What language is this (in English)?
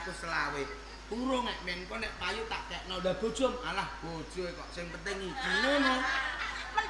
Javanese